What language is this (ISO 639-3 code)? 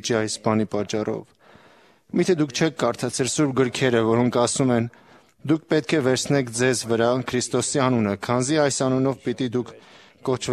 hye